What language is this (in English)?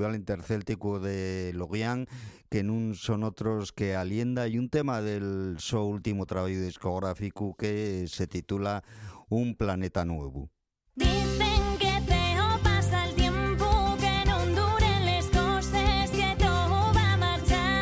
Spanish